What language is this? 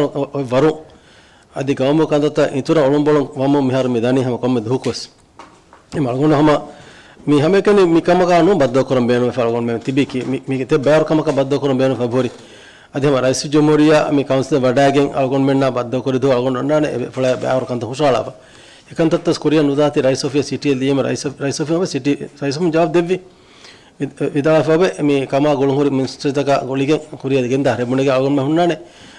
Divehi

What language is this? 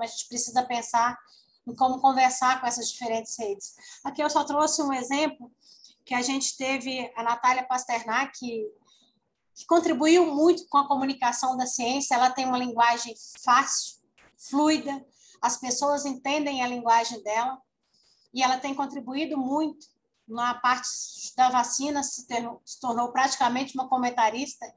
Portuguese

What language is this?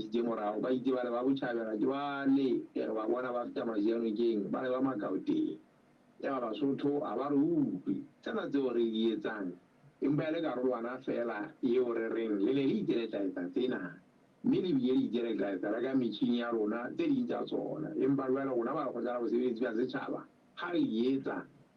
Southern Sotho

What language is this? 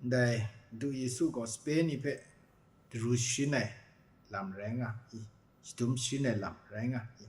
Kachin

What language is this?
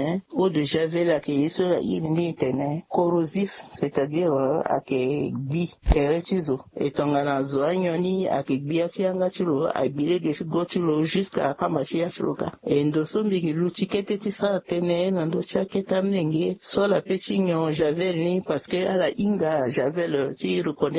Sango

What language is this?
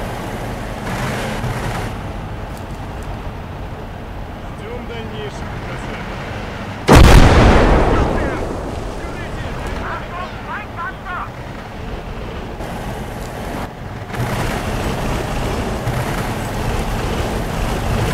Russian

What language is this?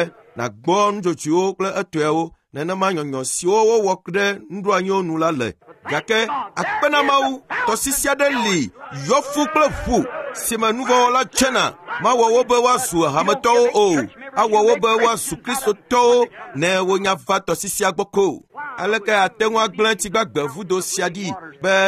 Ewe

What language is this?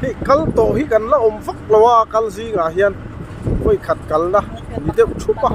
Mizo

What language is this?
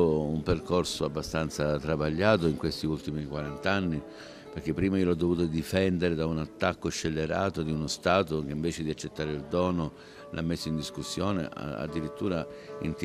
Italian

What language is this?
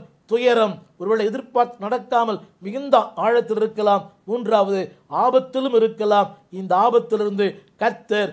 Tamil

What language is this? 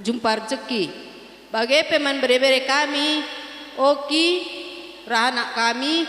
Batak Karo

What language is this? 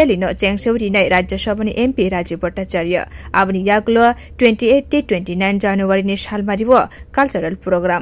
Kok Borok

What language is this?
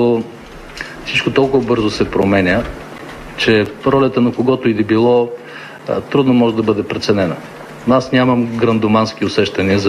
Bulgarian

